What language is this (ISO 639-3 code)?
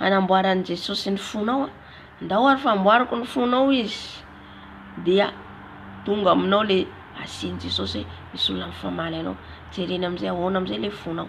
mlg